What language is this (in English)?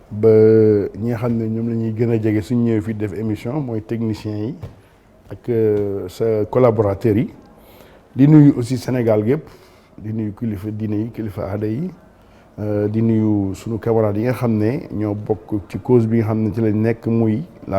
Wolof